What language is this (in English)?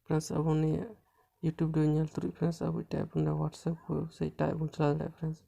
Santali